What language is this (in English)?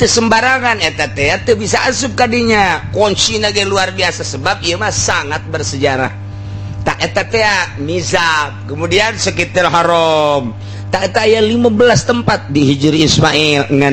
Sundanese